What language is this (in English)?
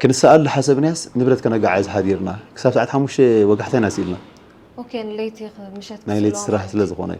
Tigrinya